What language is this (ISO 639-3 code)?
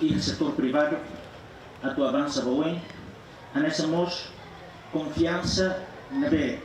tet